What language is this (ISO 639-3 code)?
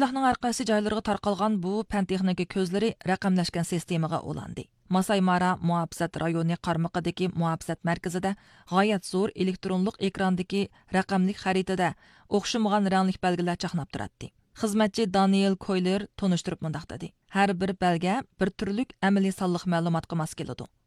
uig